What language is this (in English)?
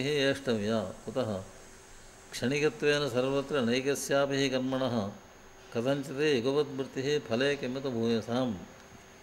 Sanskrit